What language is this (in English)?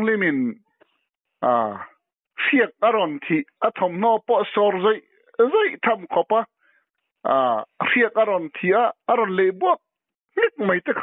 Mizo